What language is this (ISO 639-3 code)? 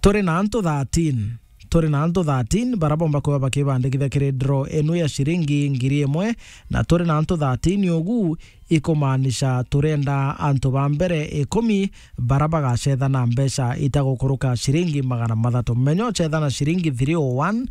mer